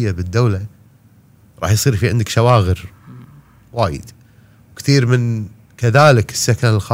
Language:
Gulf Arabic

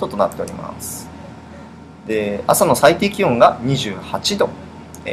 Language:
Japanese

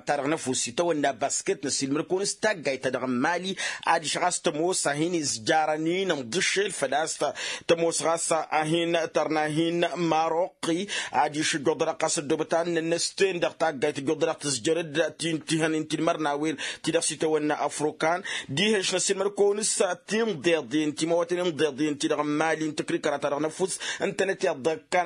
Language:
Tamasheq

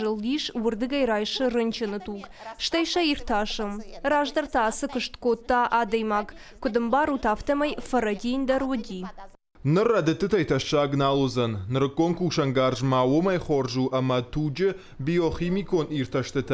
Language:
Ossetic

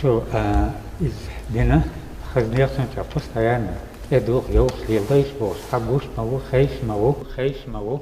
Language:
Chechen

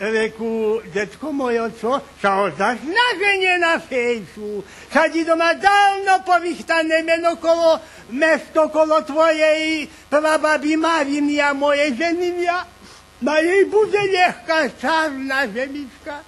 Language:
Rusyn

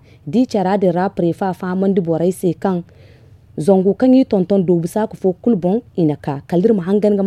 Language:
Zarma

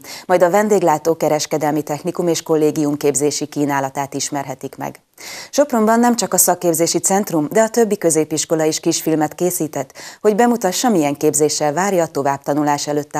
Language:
Hungarian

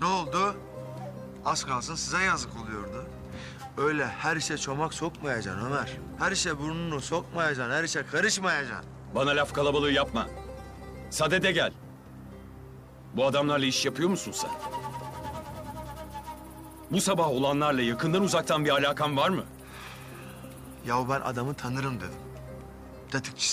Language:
Turkish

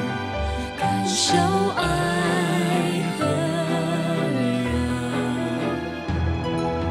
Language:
Chinese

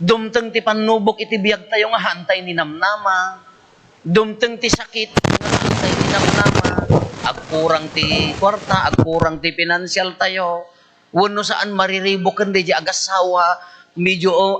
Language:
Iloko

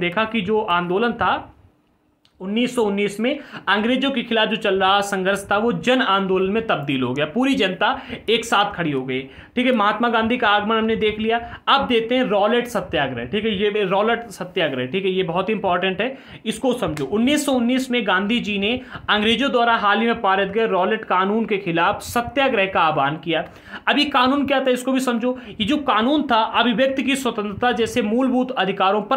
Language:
Hindi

